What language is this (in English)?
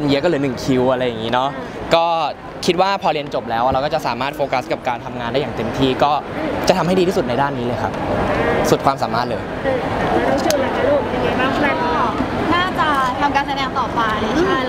Thai